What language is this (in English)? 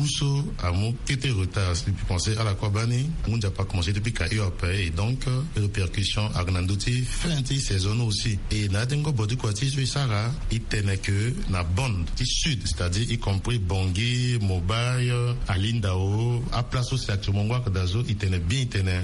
Sango